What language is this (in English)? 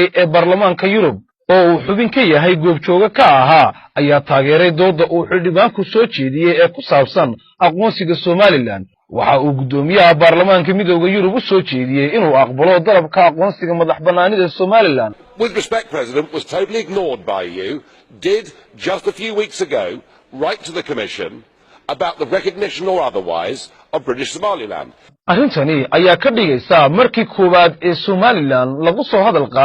Somali